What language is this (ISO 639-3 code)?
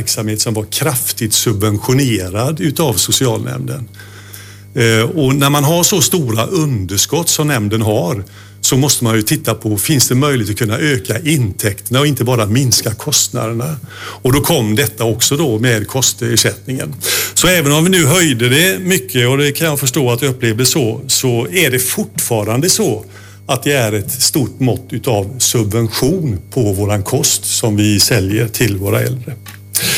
swe